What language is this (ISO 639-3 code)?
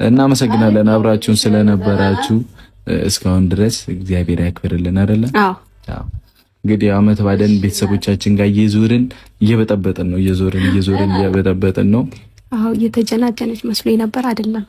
amh